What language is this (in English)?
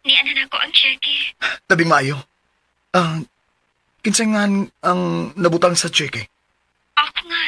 Cebuano